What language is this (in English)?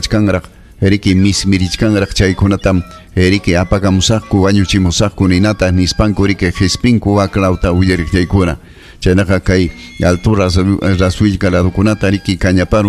Ayacucho Quechua